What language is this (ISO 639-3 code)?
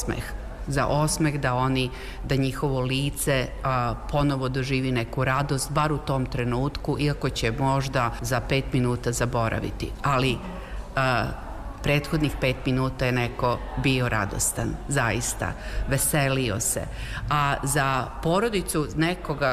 srp